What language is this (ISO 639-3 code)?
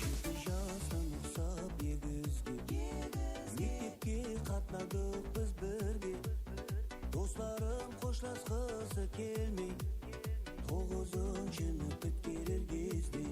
kaa